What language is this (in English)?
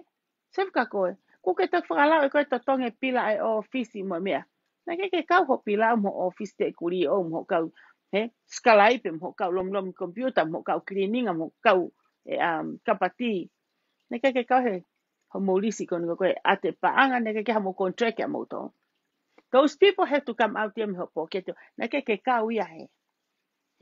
Tongan